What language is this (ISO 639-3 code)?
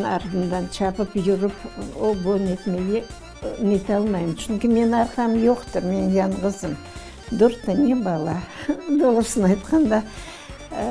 crh